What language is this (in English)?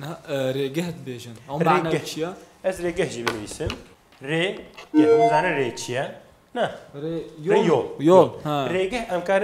Kurdish